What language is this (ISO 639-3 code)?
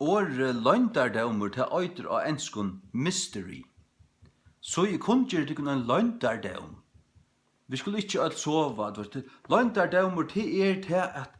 fao